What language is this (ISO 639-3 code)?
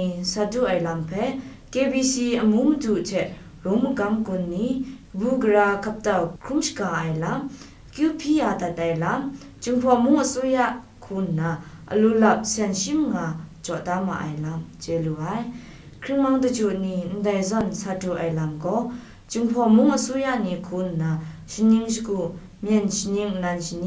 kac